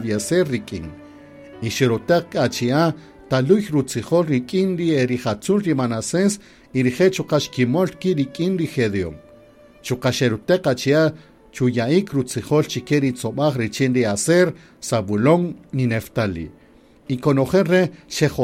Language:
Kaqchikel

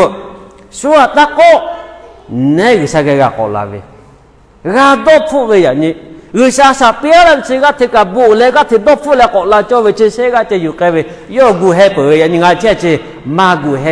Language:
Lahu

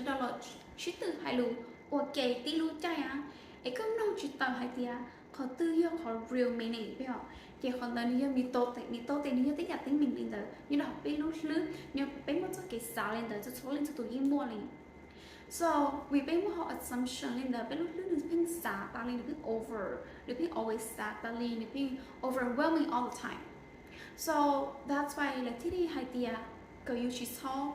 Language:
Hmong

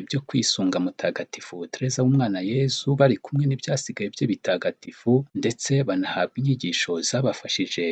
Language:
Kinyarwanda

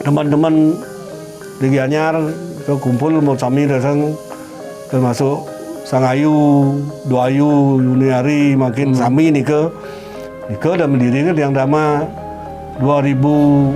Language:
Balinese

